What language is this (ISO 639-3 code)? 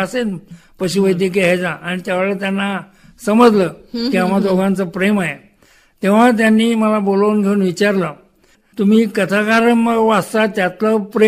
mar